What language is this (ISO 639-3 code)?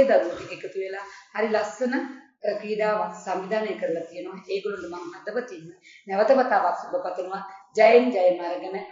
sin